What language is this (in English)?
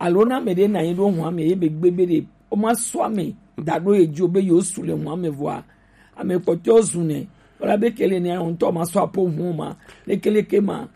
Gen